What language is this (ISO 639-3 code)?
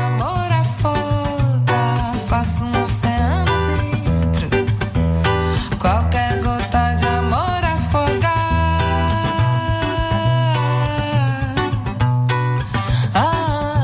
por